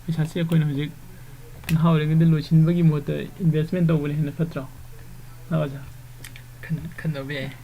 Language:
Manipuri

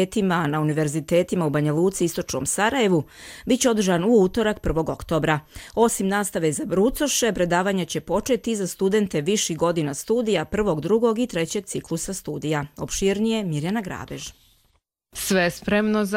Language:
Serbian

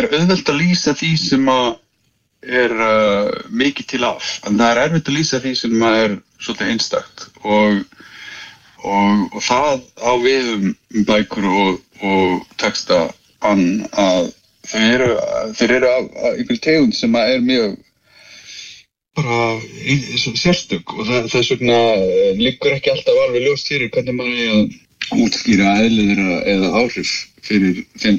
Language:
Icelandic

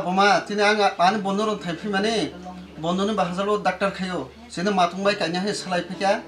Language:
Kok Borok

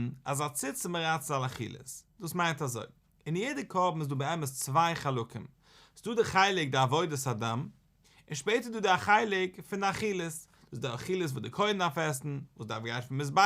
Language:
Yiddish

